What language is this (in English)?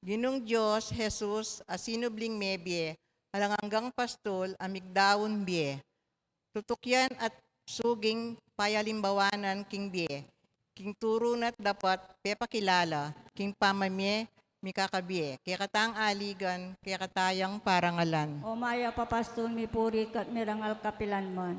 Pampanga